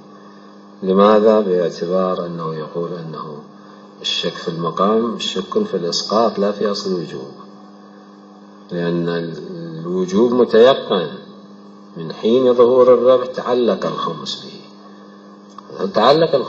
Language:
Arabic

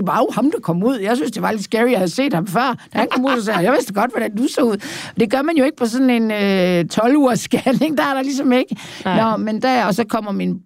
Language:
Danish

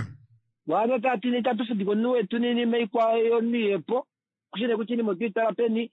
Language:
Kuanyama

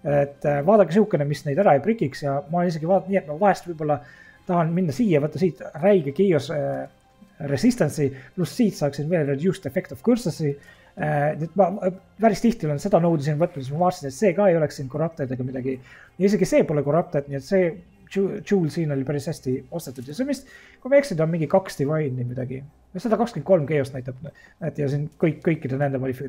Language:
Estonian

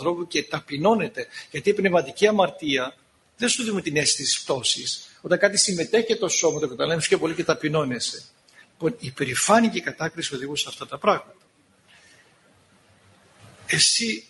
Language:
Greek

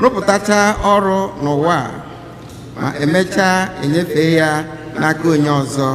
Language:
Igbo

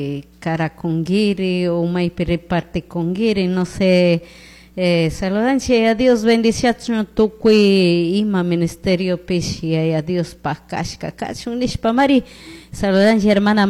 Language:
Chimborazo Highland Quichua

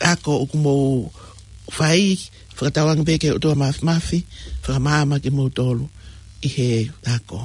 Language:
Tongan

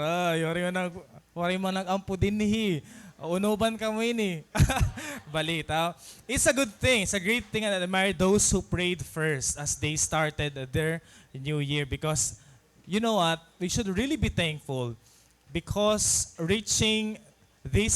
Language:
Waray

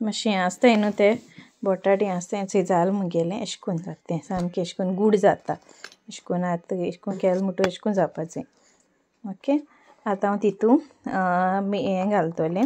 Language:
Konkani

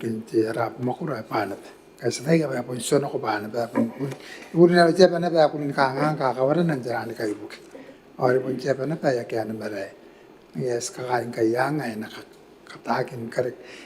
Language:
Gilbertese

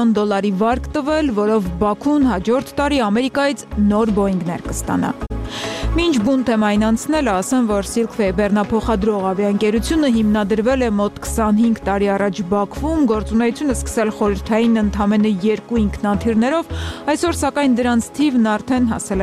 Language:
Armenian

